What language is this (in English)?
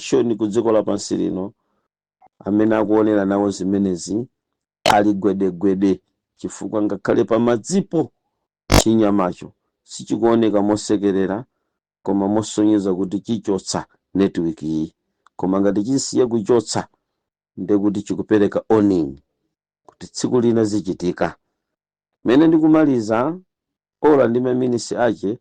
Nyanja